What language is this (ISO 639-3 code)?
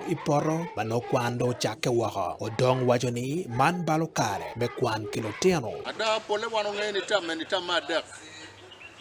ach